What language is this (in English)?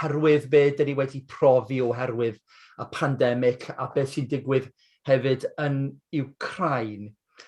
Welsh